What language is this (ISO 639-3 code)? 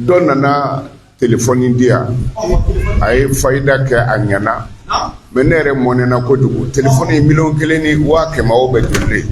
bam